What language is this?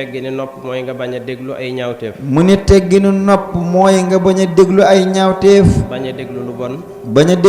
Wolof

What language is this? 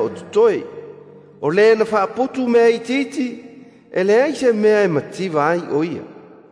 Samoan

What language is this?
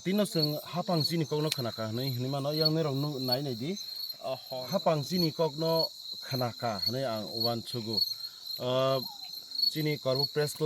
Kok Borok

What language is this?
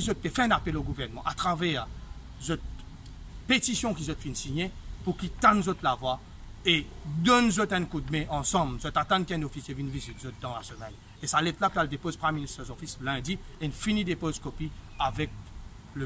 Morisyen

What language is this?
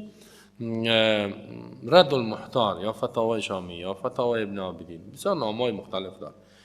Persian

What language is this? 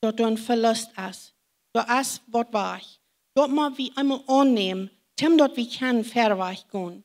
Plautdietsch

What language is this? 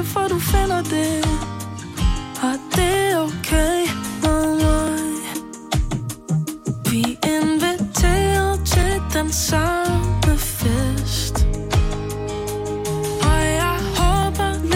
Danish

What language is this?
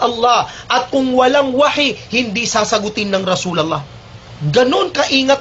Maranao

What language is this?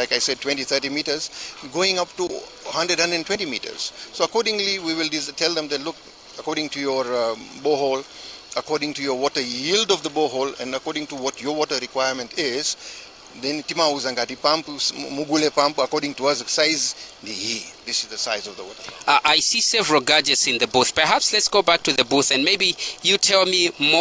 Nyanja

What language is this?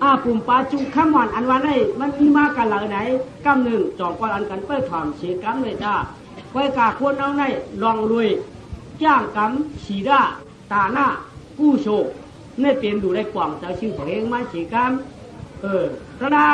Shan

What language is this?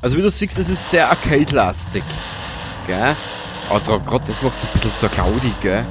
Bavarian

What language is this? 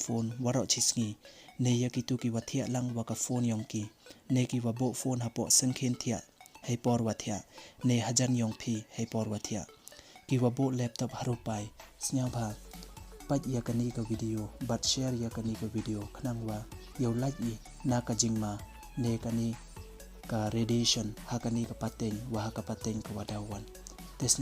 Pnar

